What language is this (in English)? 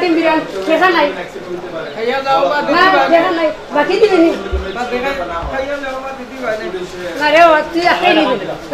Sylheti